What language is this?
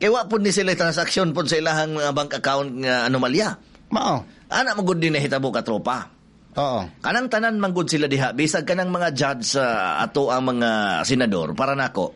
Cebuano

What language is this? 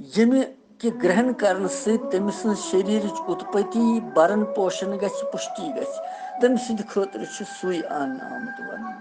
Kashmiri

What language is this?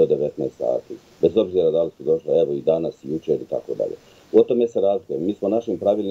Bosnian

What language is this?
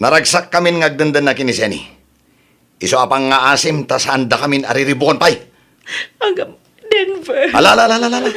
Iloko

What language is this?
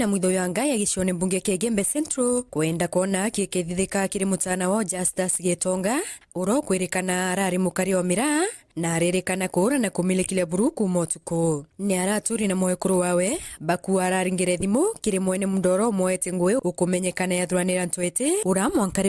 Meru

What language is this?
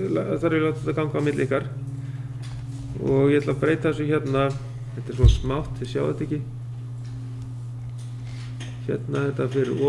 Icelandic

